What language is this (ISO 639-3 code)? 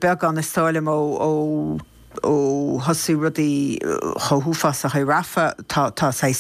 gle